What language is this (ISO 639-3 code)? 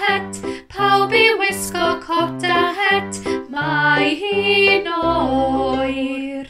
cym